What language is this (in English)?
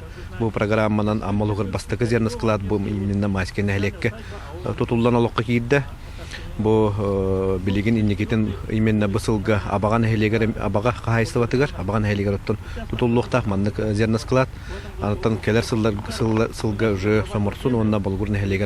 Yakut